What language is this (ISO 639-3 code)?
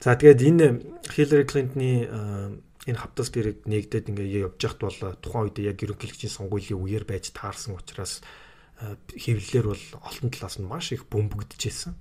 mon